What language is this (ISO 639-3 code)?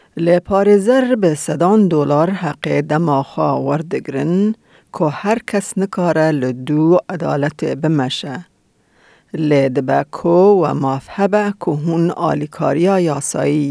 kur